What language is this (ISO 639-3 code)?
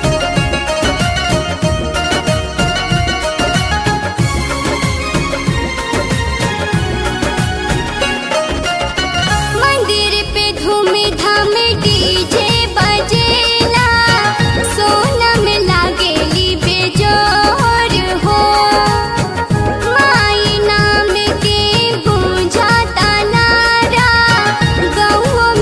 bho